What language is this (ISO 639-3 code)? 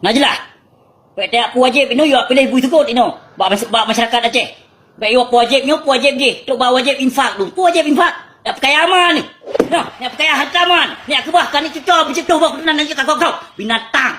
ace